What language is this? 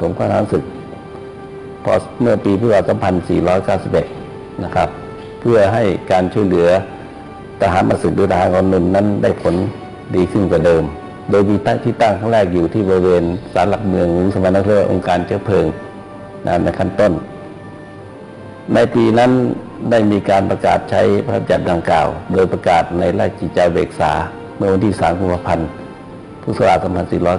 Thai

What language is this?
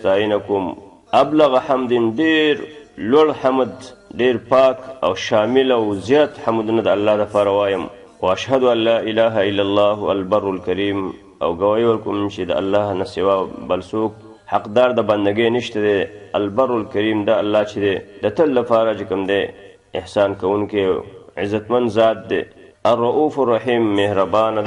Pashto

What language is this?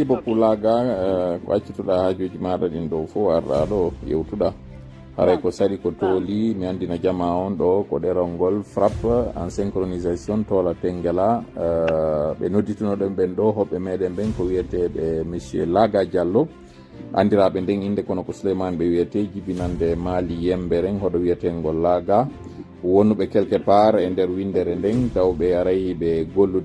Fula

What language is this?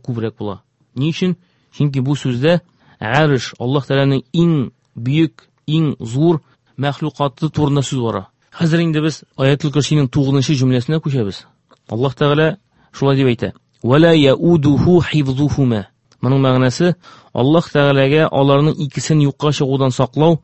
Tatar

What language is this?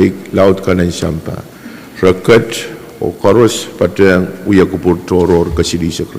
Pohnpeian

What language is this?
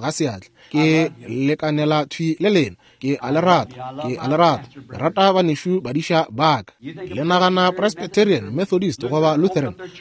Northern Sotho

